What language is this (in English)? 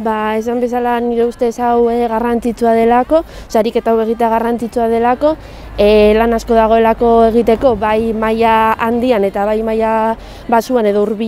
Basque